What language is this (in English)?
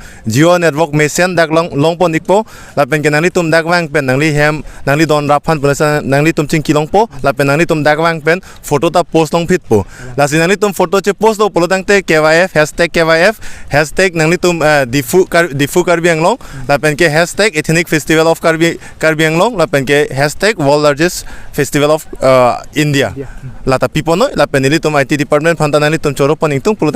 Karbi